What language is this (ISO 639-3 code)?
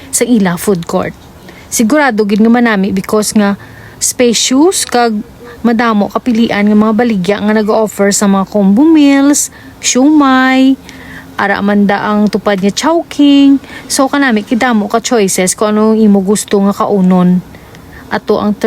hil